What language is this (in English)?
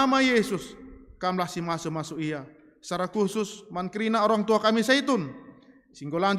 Batak Karo